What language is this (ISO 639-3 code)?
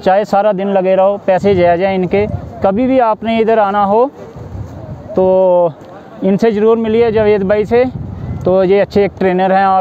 hin